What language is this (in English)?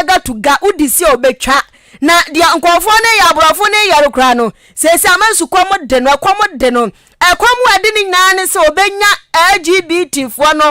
Akan